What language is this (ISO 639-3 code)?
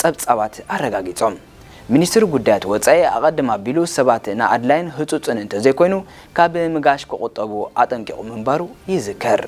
tir